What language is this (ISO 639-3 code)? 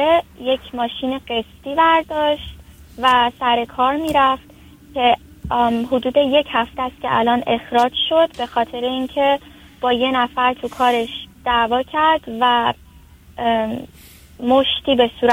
fas